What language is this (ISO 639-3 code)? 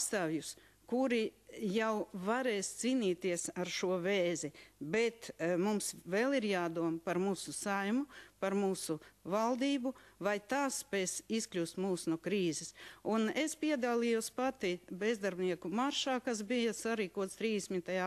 lav